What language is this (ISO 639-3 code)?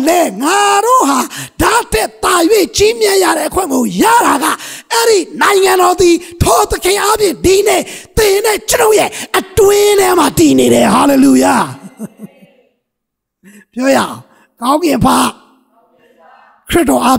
mya